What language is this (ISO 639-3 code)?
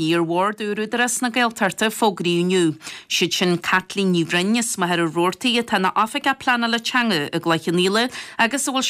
gle